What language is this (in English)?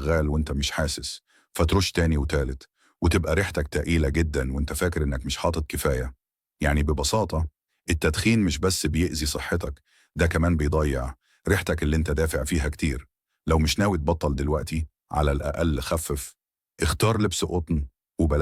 Egyptian Arabic